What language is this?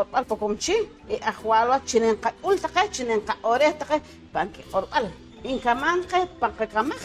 Poqomchi'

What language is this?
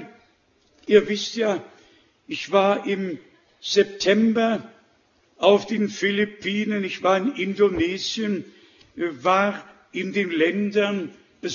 German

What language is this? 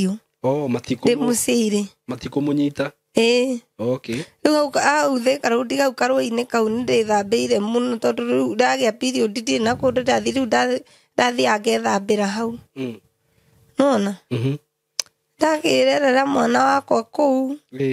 Kikuyu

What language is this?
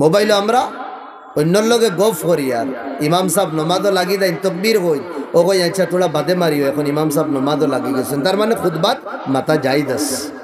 Sylheti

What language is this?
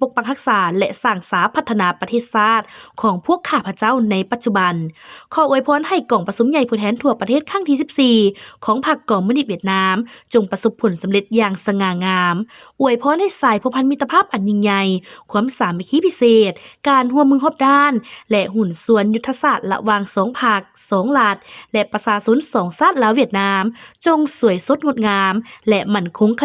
Lao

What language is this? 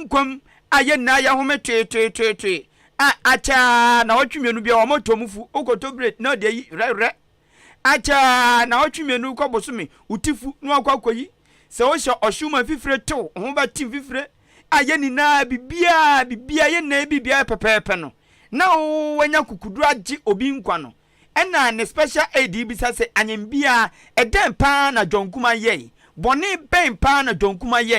Akan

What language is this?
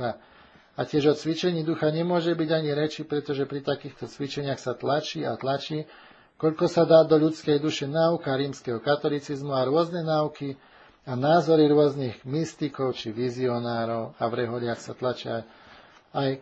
Slovak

